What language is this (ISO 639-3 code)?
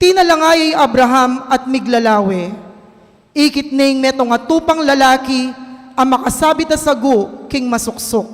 pam